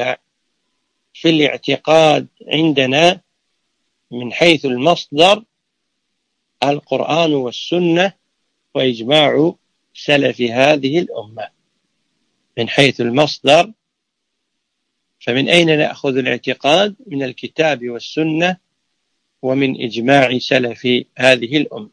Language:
Arabic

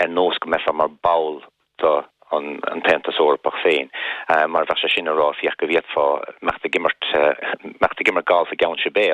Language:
Irish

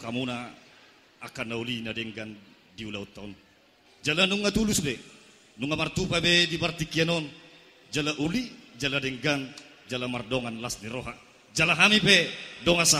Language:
Batak Toba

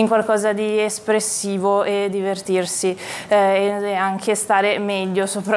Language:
Italian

